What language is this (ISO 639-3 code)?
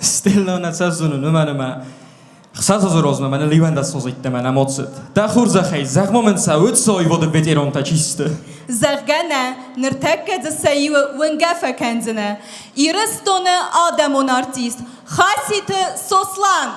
oss